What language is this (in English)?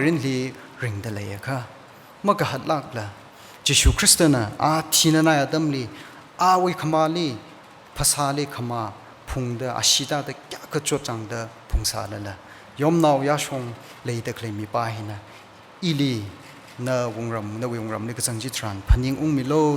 Tangkhul Naga (India)